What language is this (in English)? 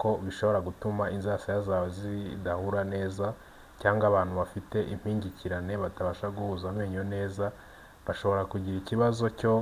Kinyarwanda